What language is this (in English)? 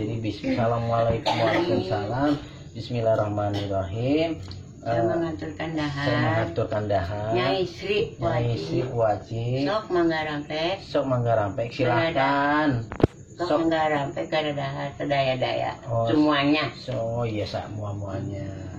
Betawi